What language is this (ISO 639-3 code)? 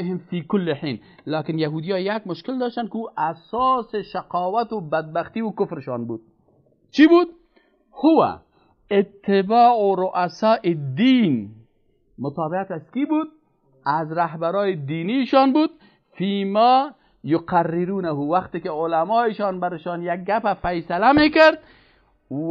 fas